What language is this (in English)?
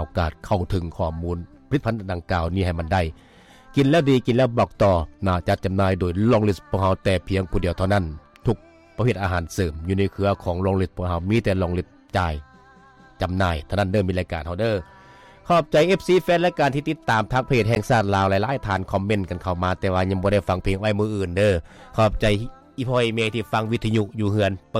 Lao